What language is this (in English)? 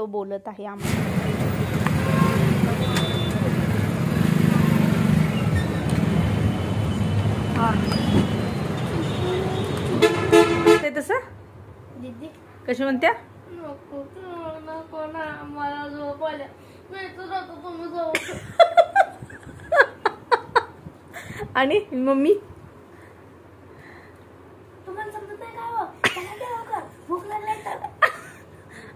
Marathi